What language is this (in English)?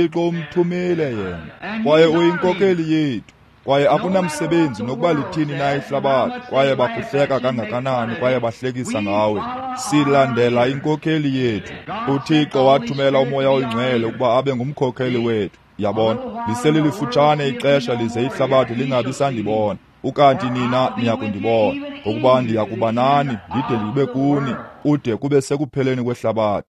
Xhosa